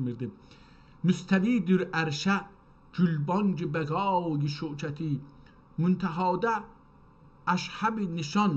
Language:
South Azerbaijani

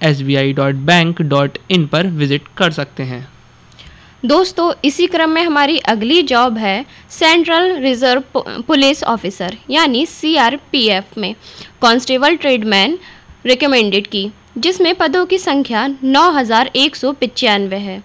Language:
Hindi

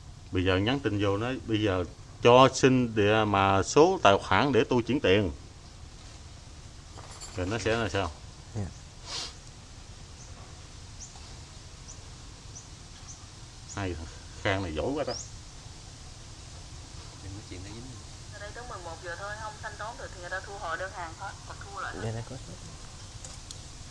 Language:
Vietnamese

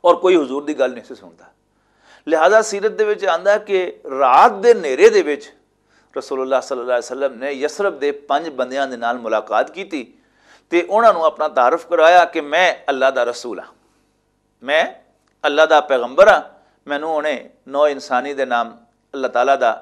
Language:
Western Panjabi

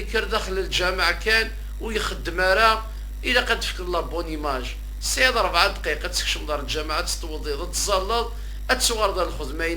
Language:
Kabyle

